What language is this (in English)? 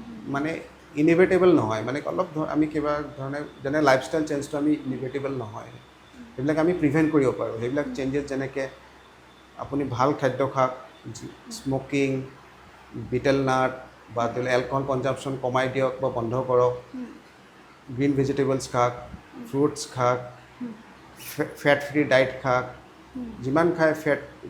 Assamese